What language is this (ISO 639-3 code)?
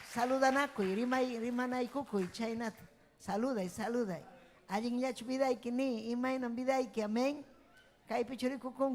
quy